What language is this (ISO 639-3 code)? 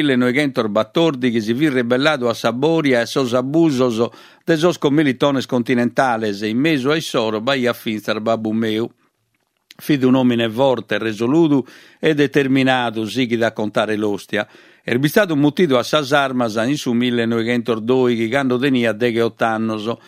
srd